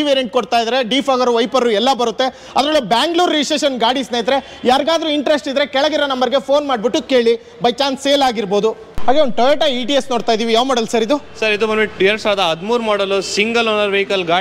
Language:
Kannada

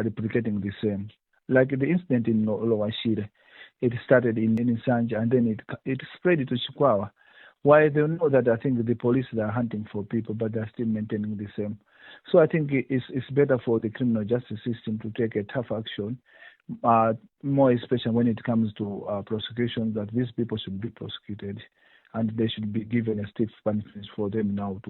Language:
English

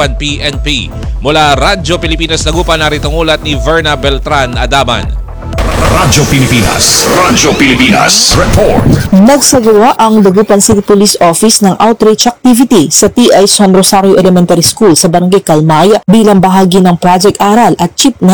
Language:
Filipino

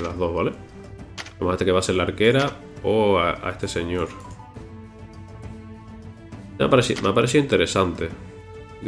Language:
Spanish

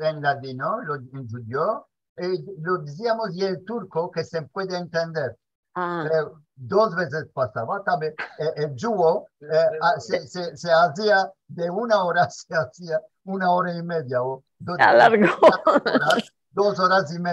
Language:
Ladino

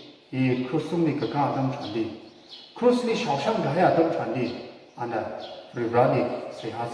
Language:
Tangkhul Naga (India)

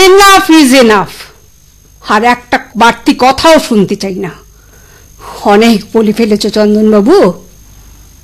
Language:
Bangla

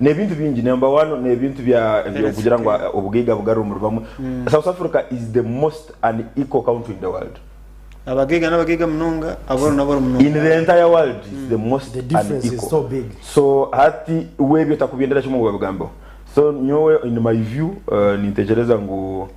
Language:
Nyankole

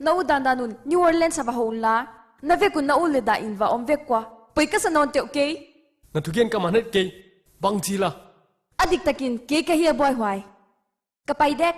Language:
Paite Chin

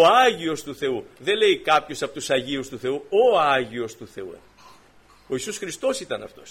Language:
Greek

